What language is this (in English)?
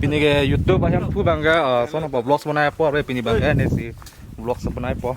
Karbi